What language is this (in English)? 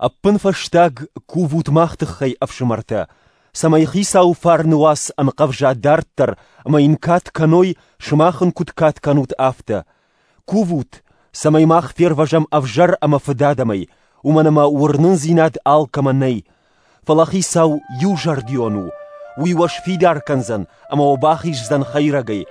Ossetic